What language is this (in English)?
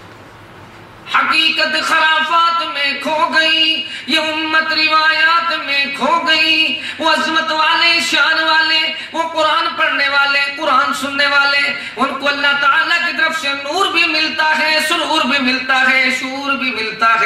Urdu